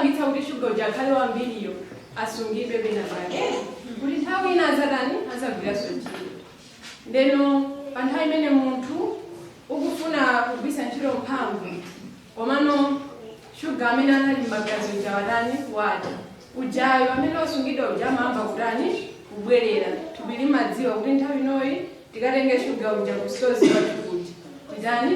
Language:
Nyanja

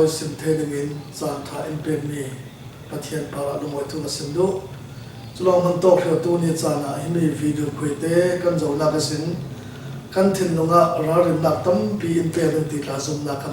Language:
Falam Chin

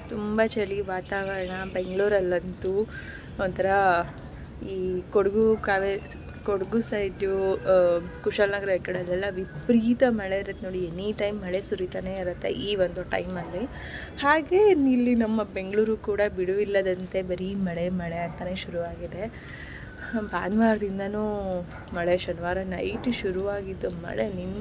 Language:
Kannada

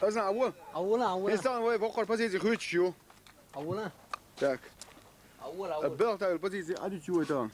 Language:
Chechen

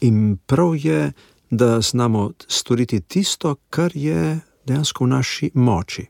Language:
Slovenian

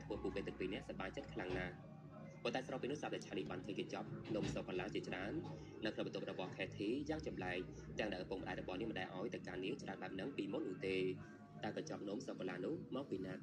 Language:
Khmer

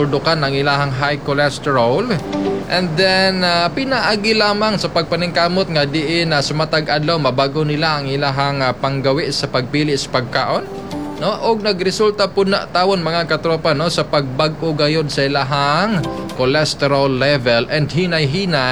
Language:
Cebuano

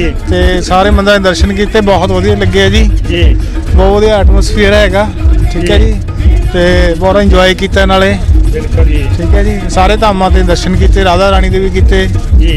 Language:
Punjabi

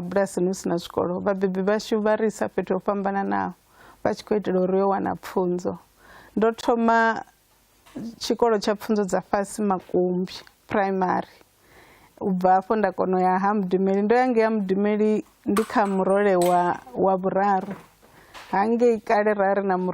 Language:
Venda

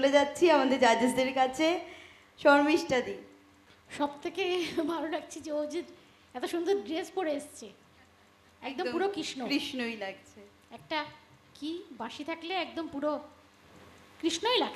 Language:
Bangla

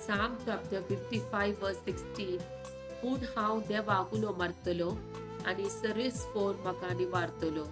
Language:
Konkani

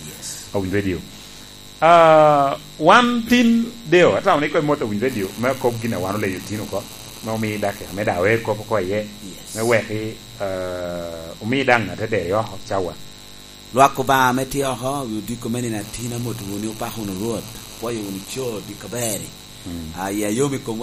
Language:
Lango (Uganda)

